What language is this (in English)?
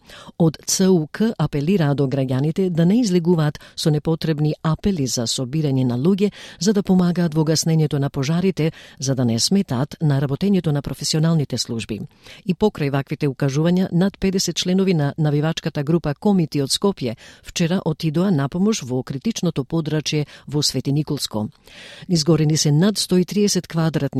Macedonian